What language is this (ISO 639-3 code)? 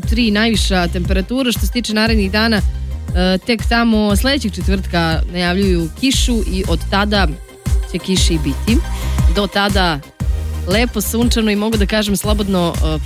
srp